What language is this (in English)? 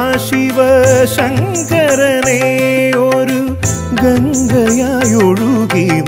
Malayalam